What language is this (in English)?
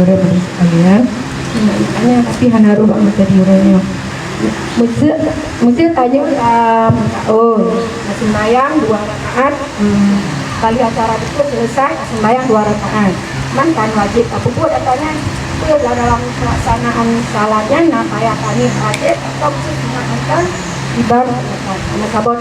Achinese